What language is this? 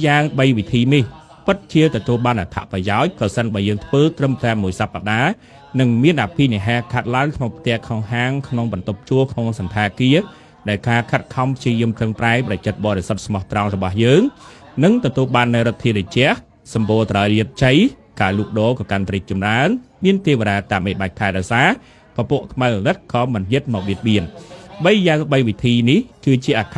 Khmer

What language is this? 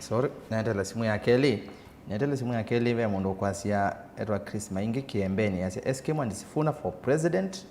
Kamba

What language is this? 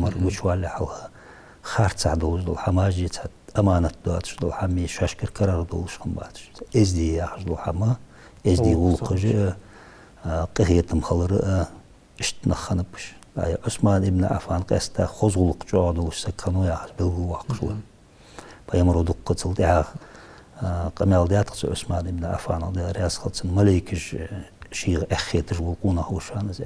Ingush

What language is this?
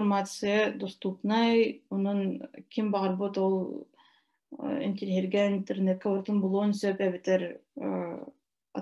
Yakut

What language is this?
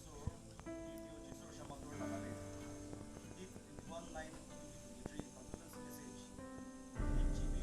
Naga Pidgin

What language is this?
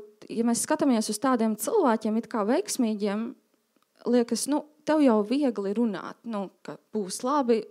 Latvian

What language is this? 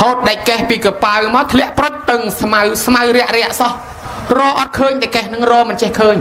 Khmer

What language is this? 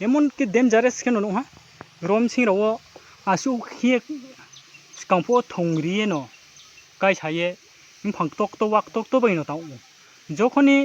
Riang (India)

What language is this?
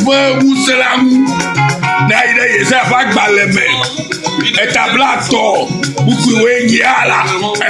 Ewe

